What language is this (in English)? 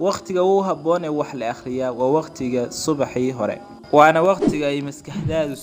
Somali